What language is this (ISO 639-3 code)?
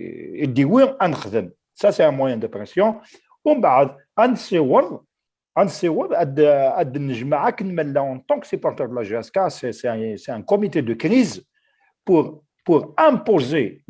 kab